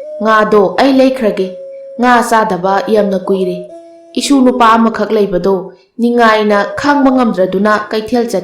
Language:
Manipuri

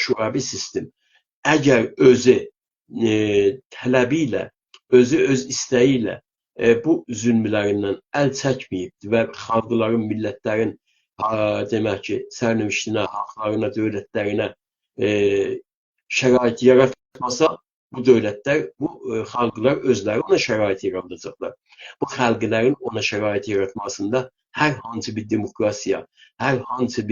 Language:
South Azerbaijani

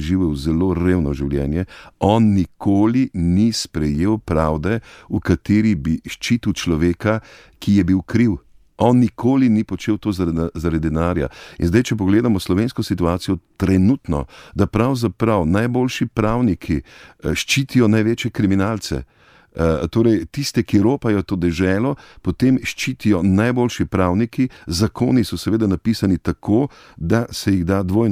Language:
Slovenian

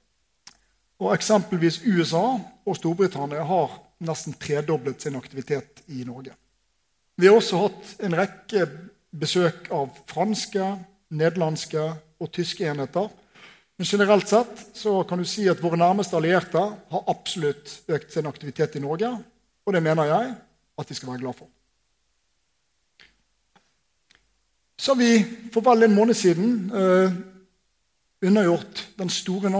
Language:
Norwegian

